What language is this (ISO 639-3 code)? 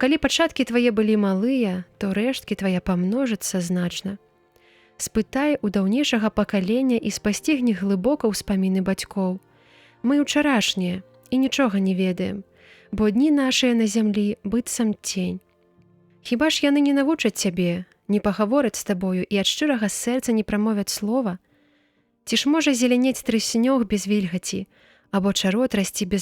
bel